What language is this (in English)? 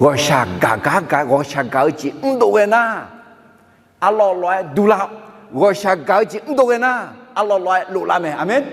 Akha